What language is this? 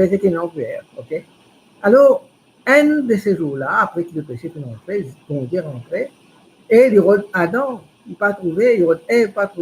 Morisyen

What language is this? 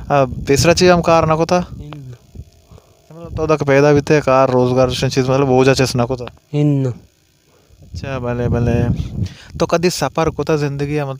Baluchi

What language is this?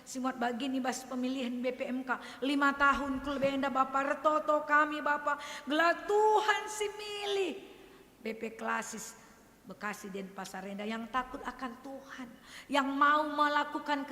Batak Karo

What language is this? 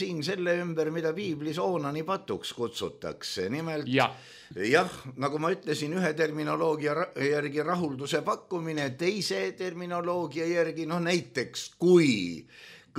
Estonian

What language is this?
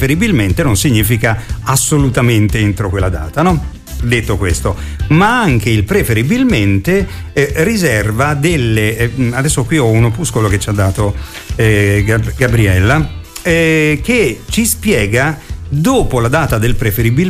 Italian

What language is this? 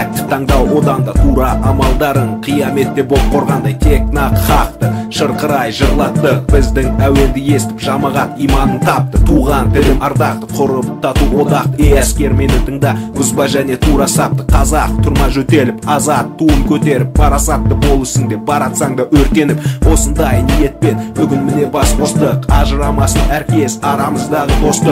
Kazakh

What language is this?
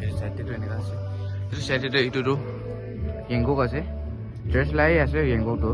Naga Pidgin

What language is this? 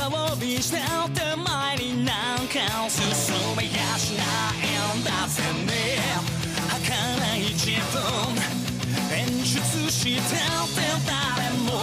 Japanese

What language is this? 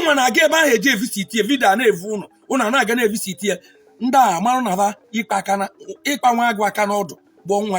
Igbo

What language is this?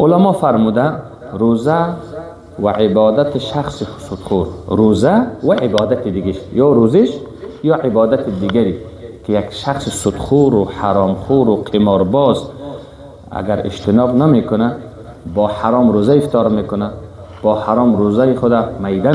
Persian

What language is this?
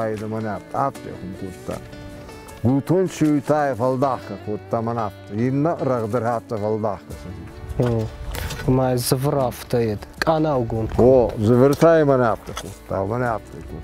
Ossetic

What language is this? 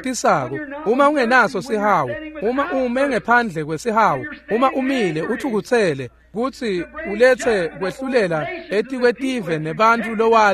Swati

